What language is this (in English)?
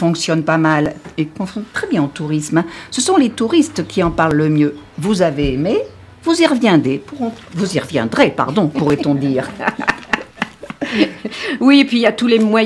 French